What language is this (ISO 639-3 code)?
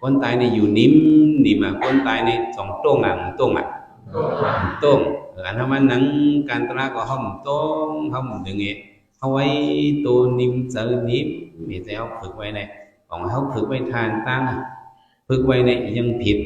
shn